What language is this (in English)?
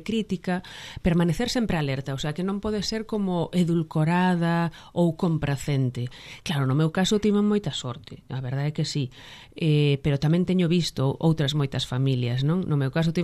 Galician